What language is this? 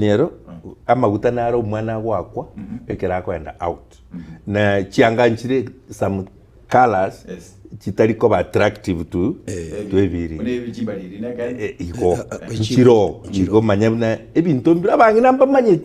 Gusii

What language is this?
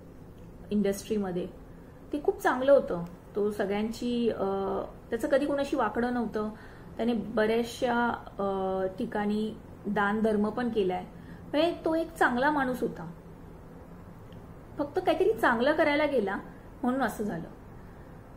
Marathi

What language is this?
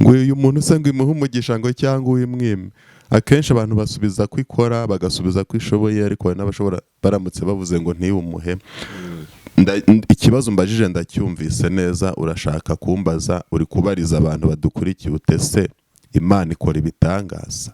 Kinyarwanda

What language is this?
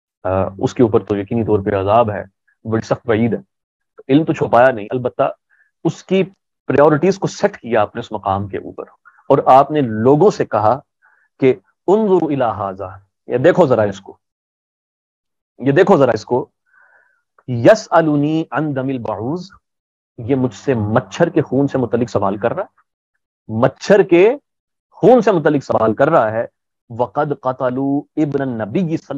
Urdu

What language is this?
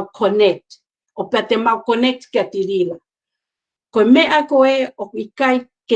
Tongan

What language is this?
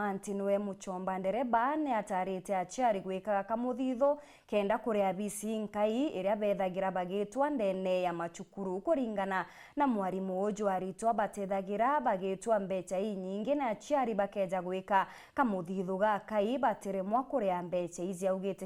Meru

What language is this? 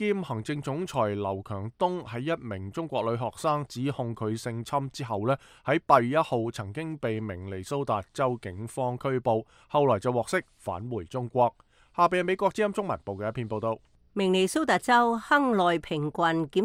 Cantonese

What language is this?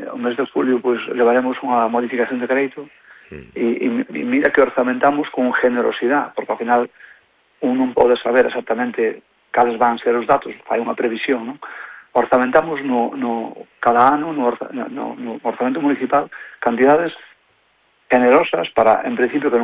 Galician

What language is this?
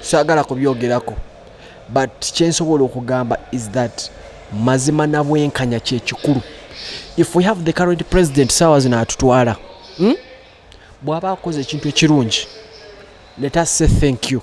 Ganda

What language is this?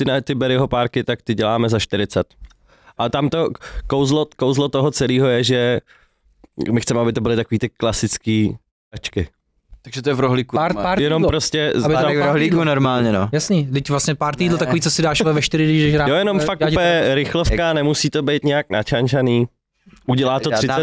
Czech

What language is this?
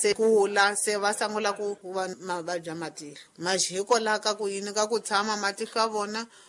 Tsonga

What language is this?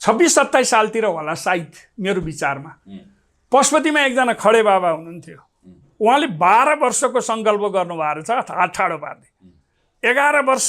Nepali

